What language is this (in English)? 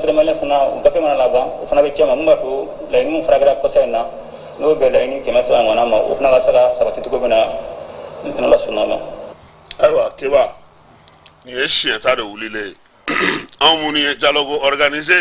Bambara